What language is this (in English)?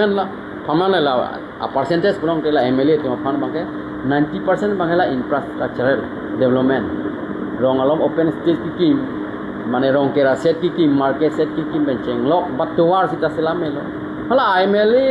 Karbi